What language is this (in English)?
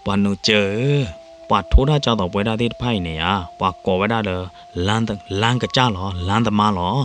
S'gaw Karen